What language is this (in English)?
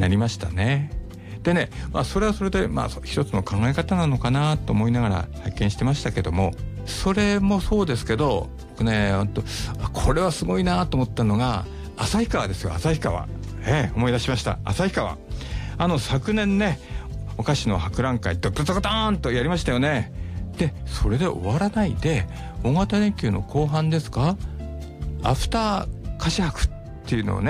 Japanese